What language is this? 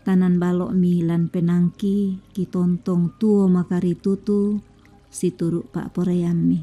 Toraja-Sa'dan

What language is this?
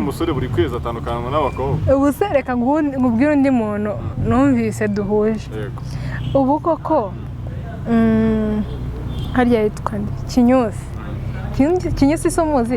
Kinyarwanda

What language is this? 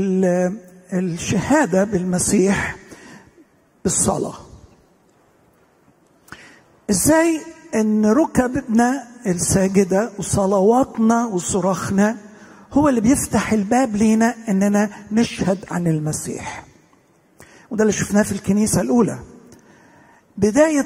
Egyptian Arabic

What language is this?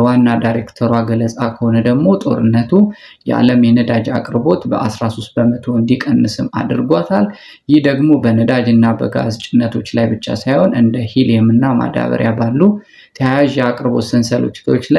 Amharic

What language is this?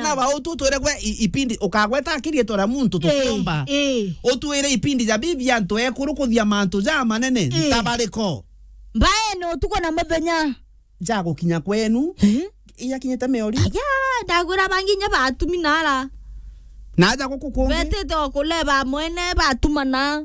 Meru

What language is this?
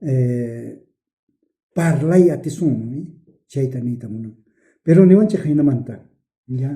South Bolivian Quechua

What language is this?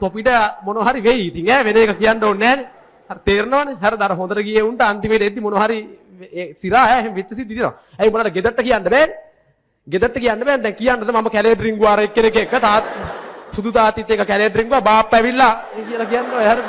Sinhala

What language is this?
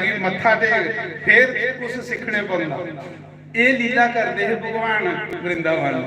Dogri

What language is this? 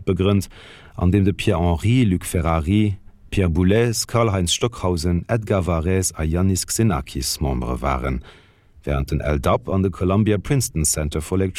Luxembourgish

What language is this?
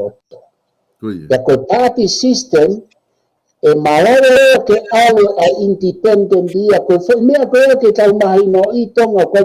Tongan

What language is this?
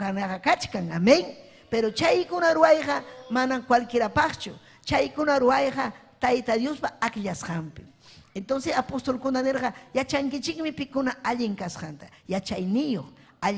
Ayacucho Quechua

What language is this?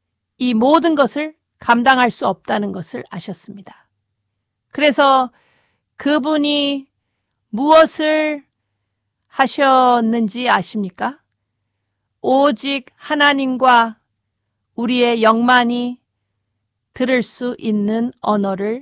Korean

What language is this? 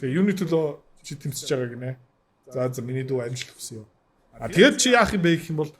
Mongolian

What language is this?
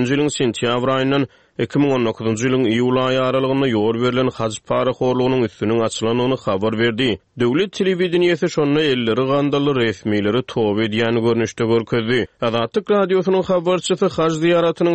Turkmen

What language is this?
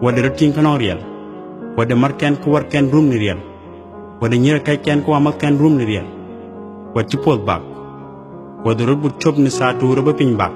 Dinka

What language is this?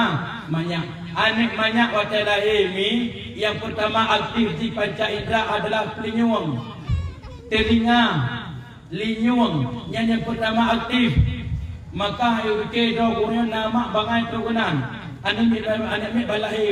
Achinese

